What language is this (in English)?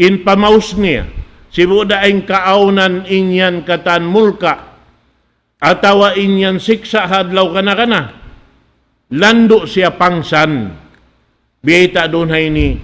Tausug